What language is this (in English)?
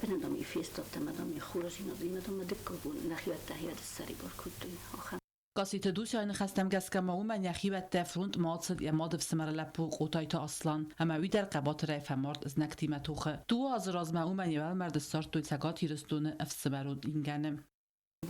Ossetic